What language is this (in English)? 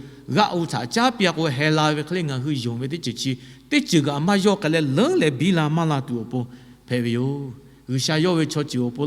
Lahu